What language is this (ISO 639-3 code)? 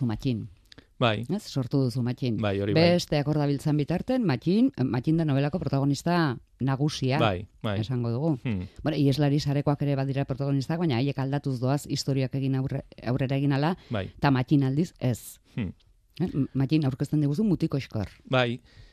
eus